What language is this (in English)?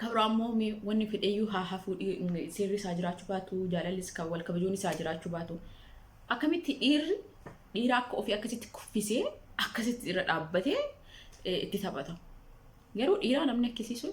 Oromo